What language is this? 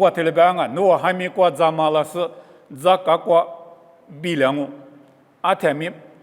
Lisu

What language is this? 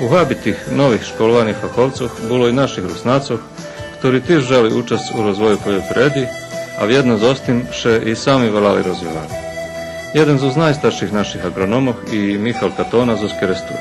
Rusyn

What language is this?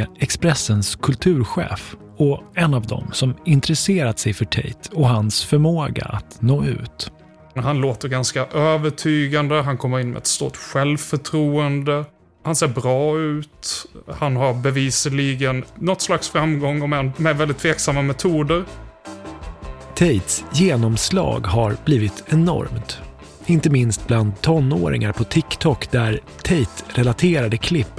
Swedish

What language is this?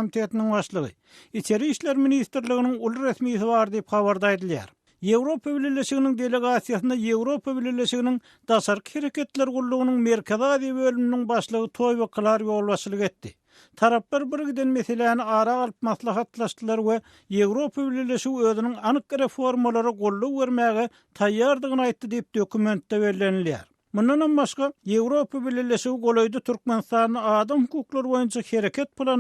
Turkmen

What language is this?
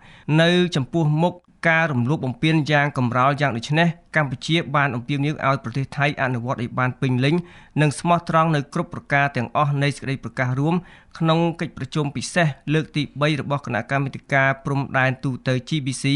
Khmer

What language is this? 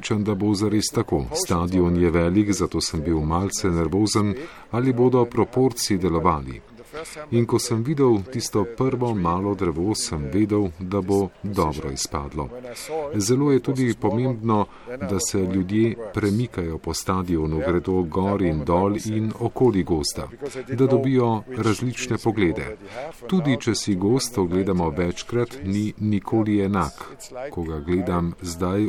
Slovenian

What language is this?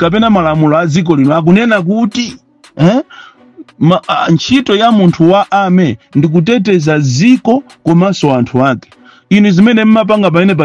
Nyanja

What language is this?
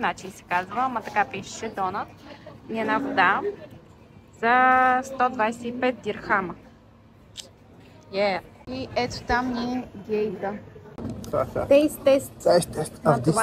Bulgarian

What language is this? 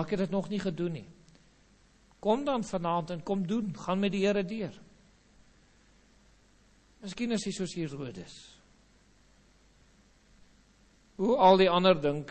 Afrikaans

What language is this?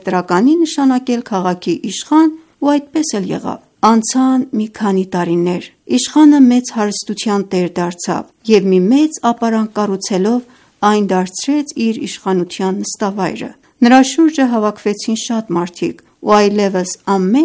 Armenian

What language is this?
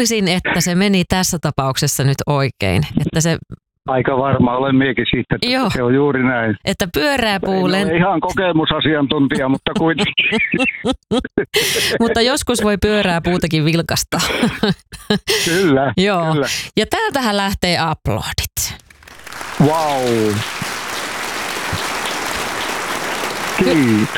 Finnish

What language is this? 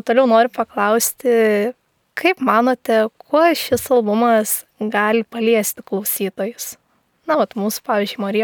Lithuanian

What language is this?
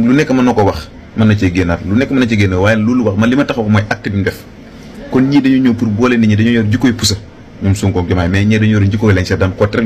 Wolof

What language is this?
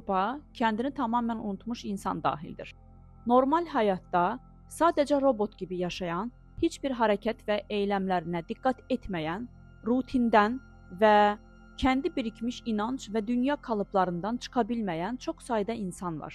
Azerbaijani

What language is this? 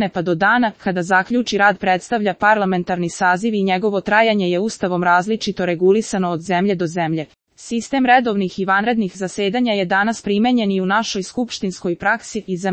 Serbian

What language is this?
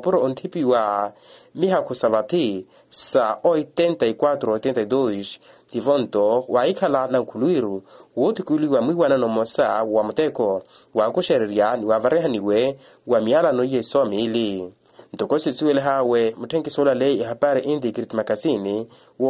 Makhuwa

